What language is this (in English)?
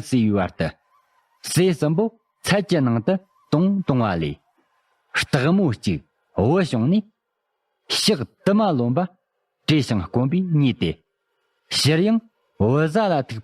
Tibetan